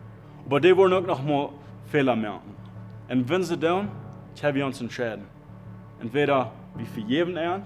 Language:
Plautdietsch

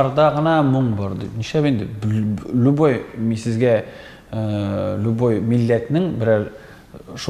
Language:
Tatar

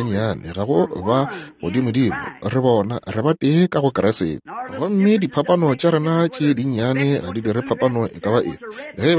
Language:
Northern Sotho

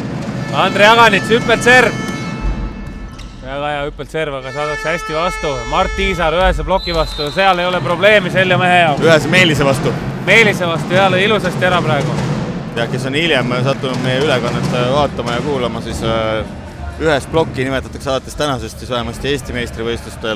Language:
Estonian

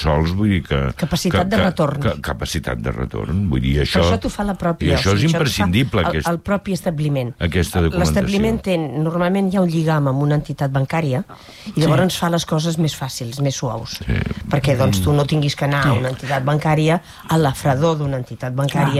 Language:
Catalan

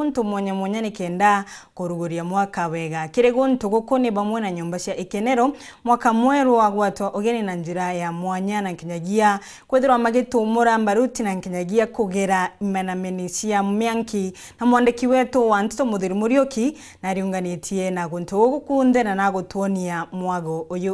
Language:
Meru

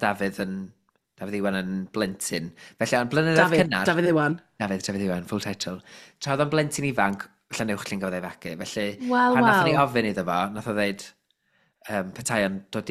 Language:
Welsh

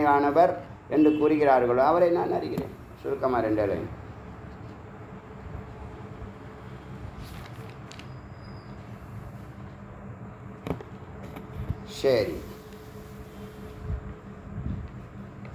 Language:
Tamil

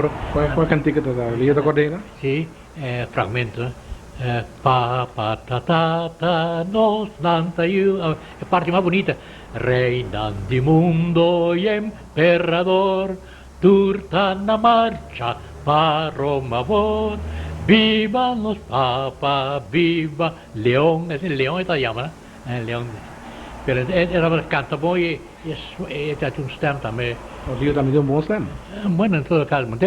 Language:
Papiamento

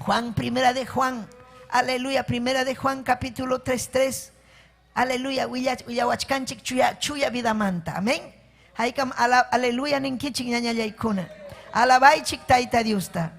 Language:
Ayacucho Quechua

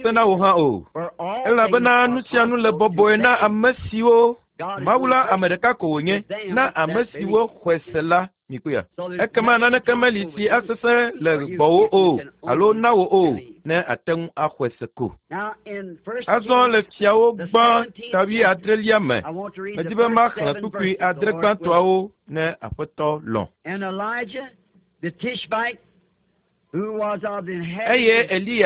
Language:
Ewe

